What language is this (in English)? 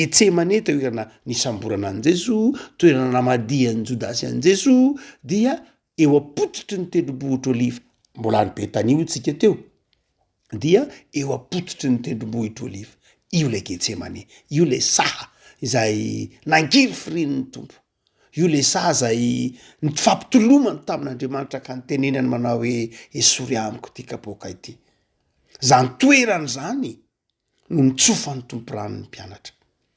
Malagasy